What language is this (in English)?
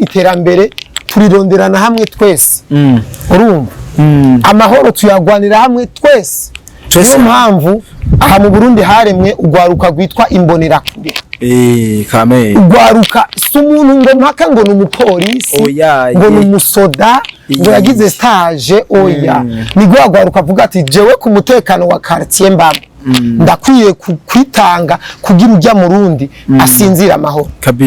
Rundi